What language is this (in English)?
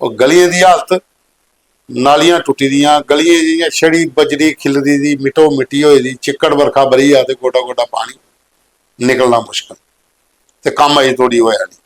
Dogri